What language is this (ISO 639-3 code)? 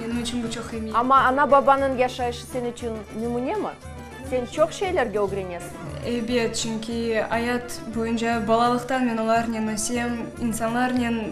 crh